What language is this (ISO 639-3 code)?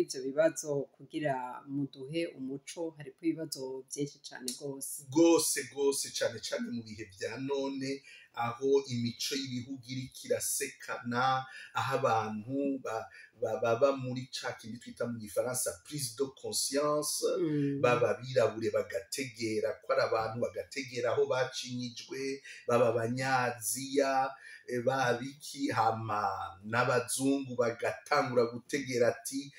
run